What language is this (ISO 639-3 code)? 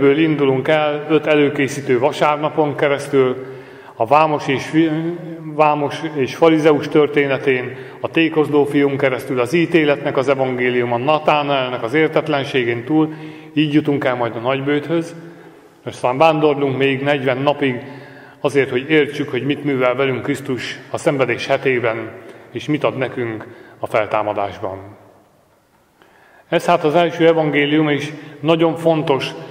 hun